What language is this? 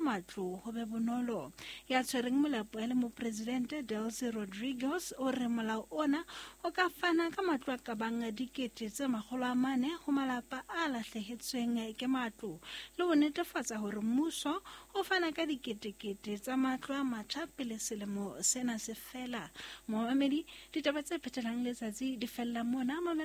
Southern Sotho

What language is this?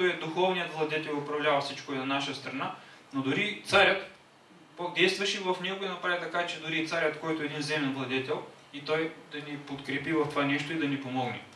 Bulgarian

